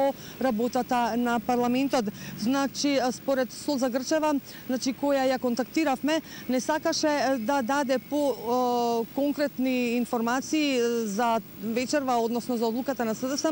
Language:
Macedonian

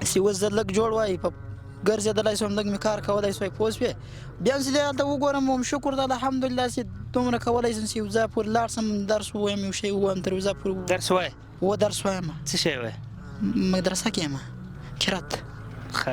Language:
Pashto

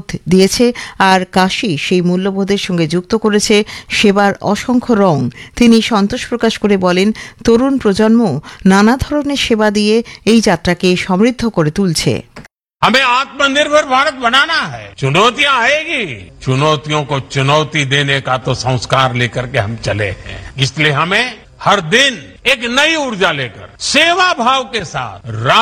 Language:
Bangla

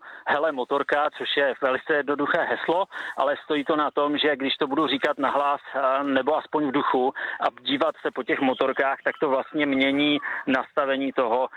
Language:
Czech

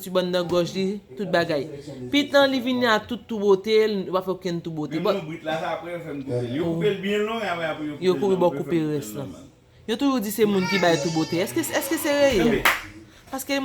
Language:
Haitian Creole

